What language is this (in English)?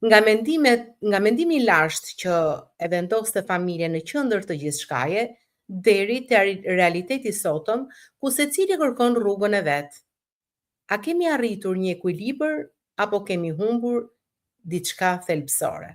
Albanian